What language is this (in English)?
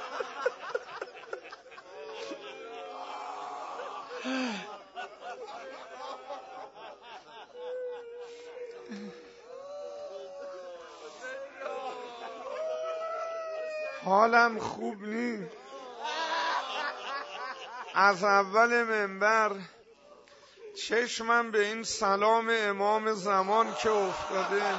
Persian